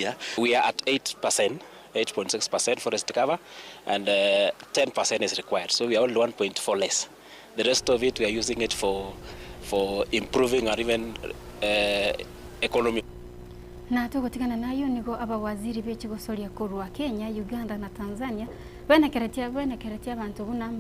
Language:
Gusii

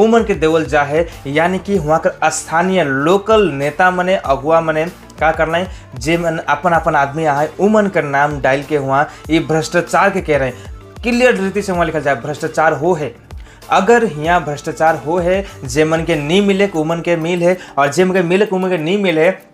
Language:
Sadri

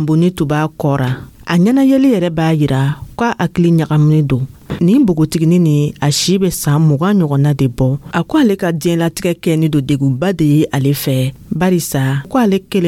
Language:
Dyula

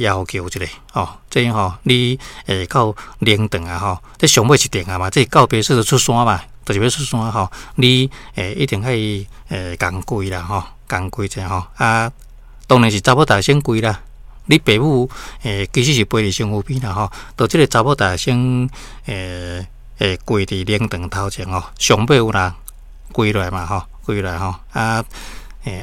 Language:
Min Nan Chinese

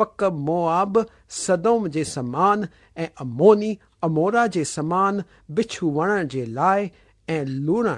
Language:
Sindhi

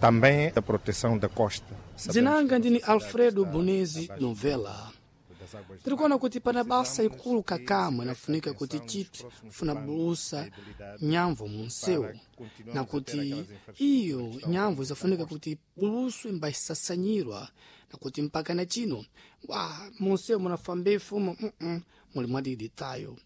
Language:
Sena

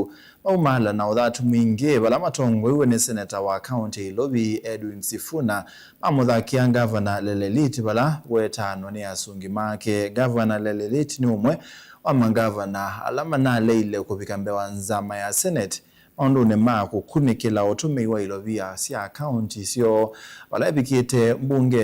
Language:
Kamba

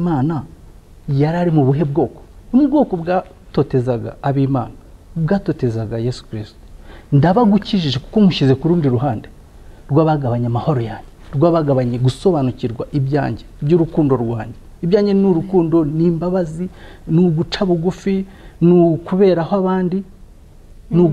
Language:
Kinyarwanda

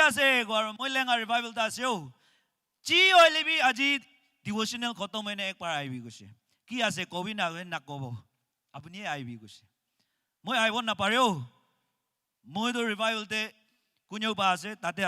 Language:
Naga Pidgin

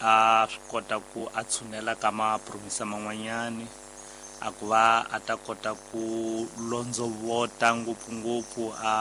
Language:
Tsonga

